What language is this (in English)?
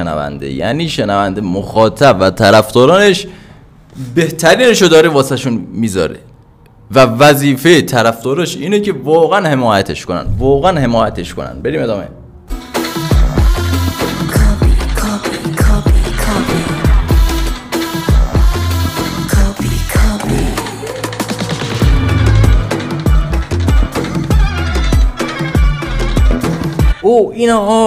Persian